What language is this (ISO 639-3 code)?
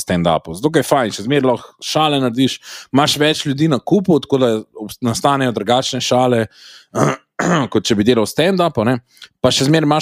slv